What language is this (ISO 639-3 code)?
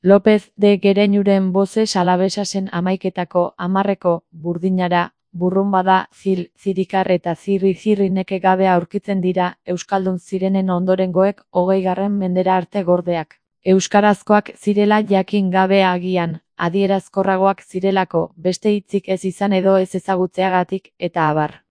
eus